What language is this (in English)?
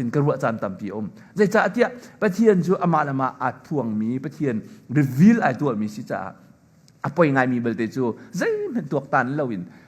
Hakha Chin